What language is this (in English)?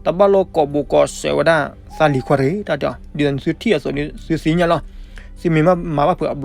S'gaw Karen